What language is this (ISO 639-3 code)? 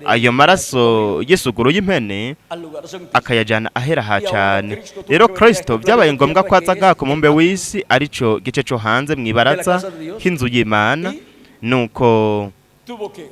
run